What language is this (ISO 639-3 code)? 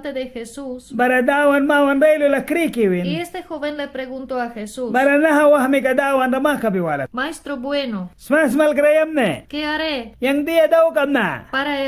miq